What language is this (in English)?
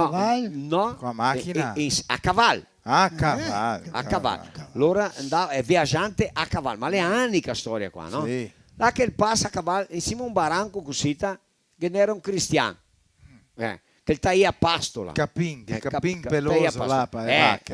Venetian